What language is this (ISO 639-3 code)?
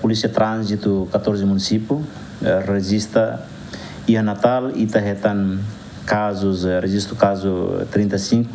tet